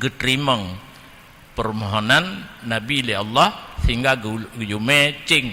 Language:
Achinese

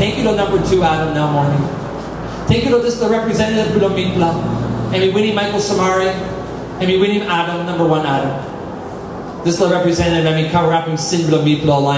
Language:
Tok Pisin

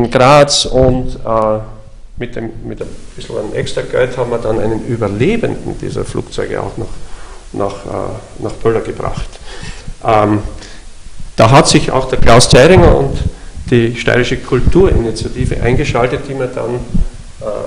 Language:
German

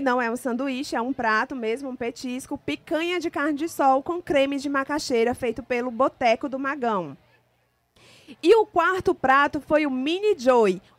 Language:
Portuguese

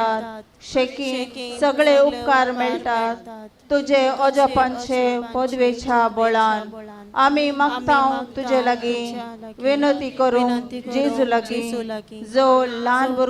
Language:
Konkani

